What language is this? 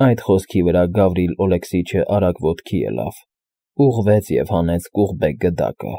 Armenian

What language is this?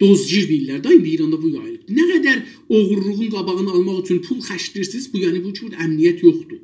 South Azerbaijani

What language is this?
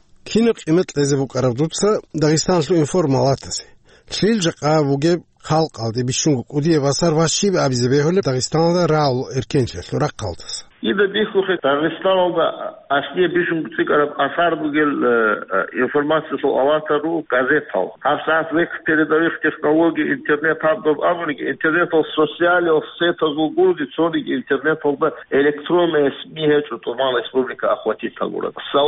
Avaric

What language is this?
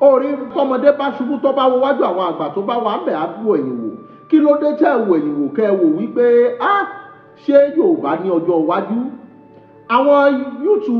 Yoruba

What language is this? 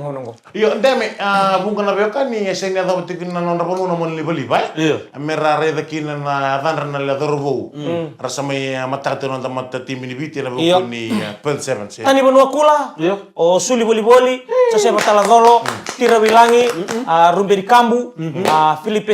Fijian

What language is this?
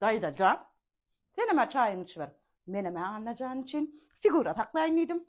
Turkmen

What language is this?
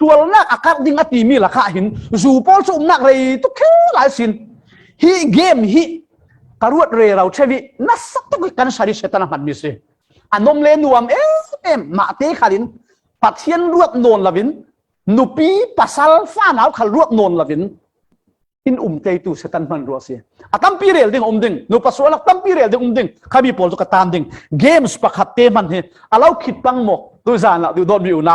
Falam Chin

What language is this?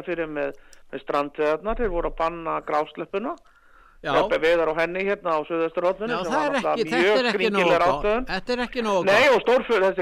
Icelandic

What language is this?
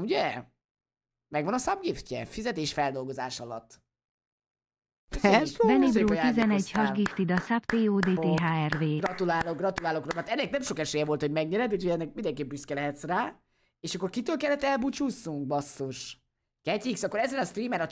Hungarian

